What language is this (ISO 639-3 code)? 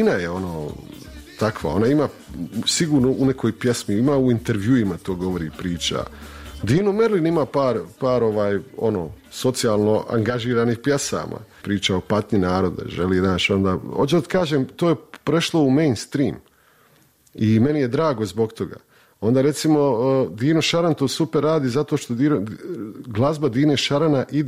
hrv